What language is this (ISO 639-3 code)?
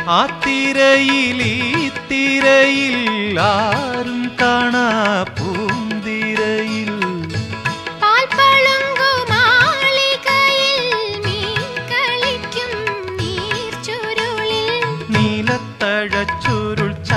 mal